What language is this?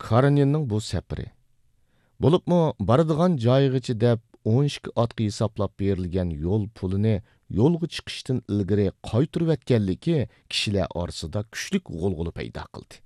Uyghur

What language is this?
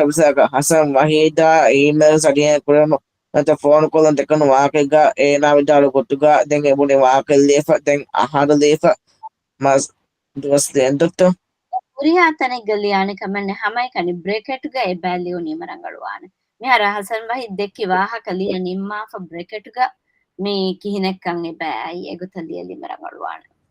Divehi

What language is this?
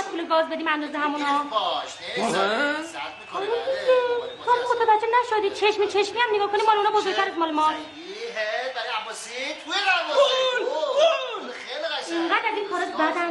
Persian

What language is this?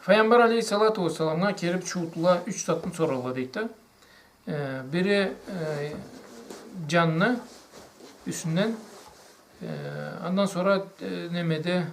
Karachay-Balkar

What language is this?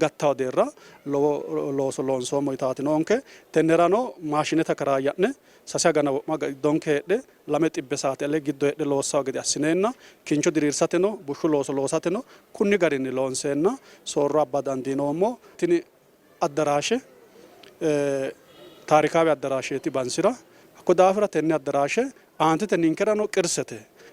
Sidamo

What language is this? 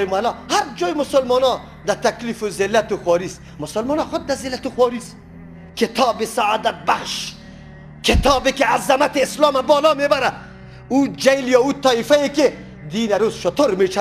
Persian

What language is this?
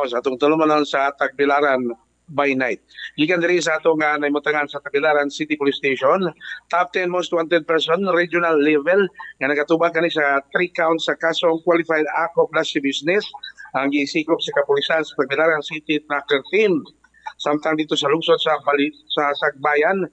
Cebuano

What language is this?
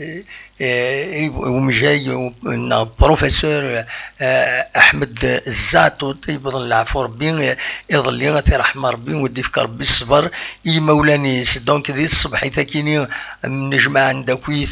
Kabyle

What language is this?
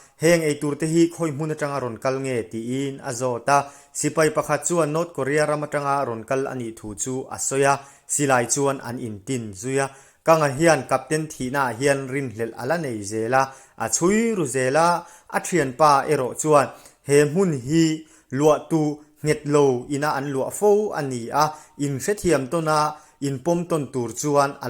Mizo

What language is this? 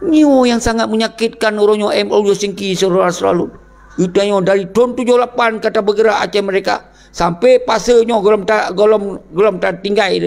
Achinese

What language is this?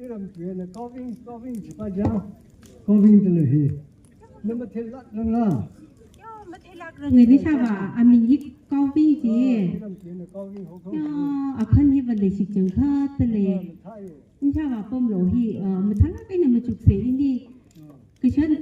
Tangkhul Naga (India)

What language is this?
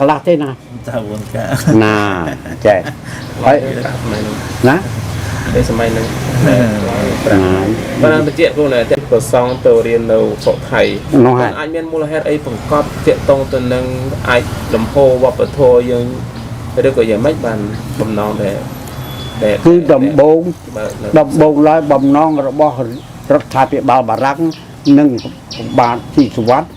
Khmer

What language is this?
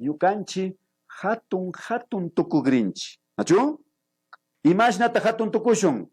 Imbabura Highland Quichua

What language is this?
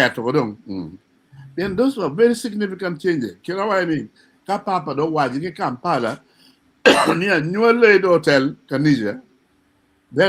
Acoli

